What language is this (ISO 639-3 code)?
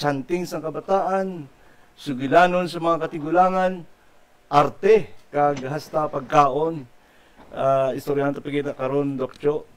hil